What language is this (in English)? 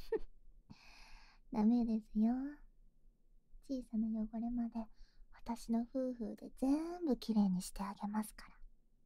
Japanese